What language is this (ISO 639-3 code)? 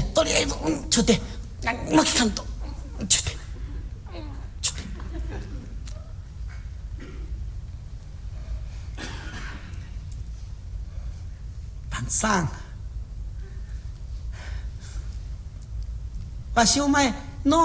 jpn